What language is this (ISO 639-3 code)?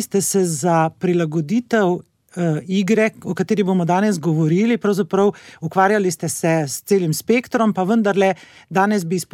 slv